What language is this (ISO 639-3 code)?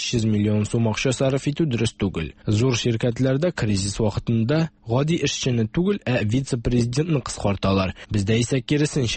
tat